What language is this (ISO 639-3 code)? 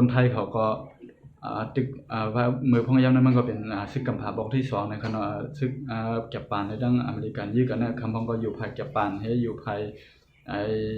shn